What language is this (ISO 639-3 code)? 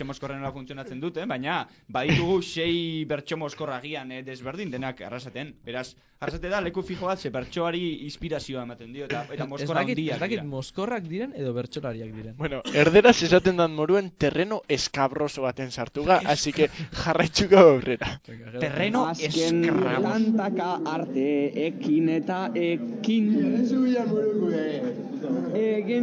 eus